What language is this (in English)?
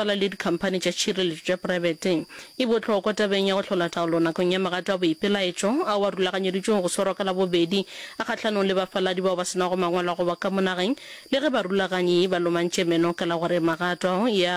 Northern Sotho